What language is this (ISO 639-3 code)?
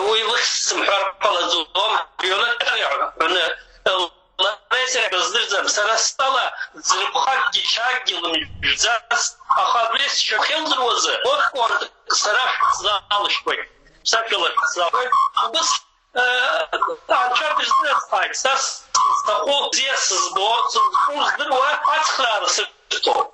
abk